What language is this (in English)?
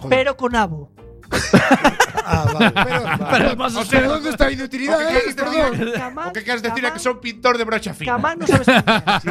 Galician